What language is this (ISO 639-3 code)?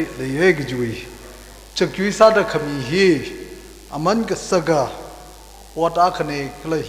nmf